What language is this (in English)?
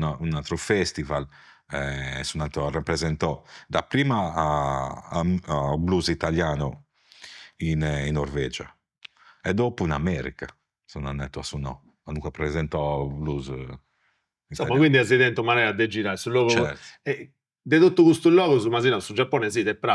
Sardinian